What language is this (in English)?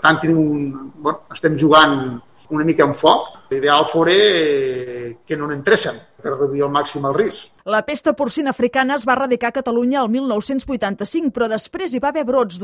Catalan